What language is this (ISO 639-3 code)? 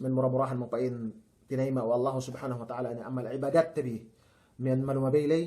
yka